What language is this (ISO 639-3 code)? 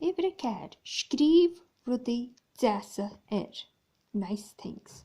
gle